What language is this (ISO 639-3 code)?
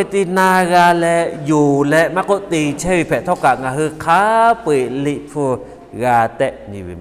lhu